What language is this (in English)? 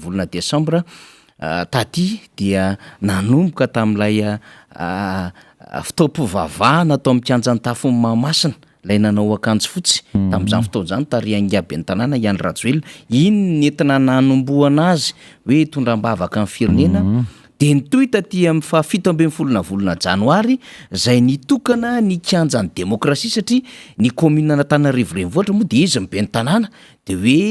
Malagasy